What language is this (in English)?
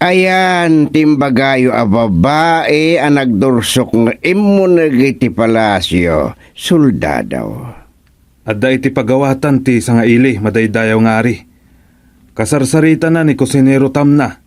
Iloko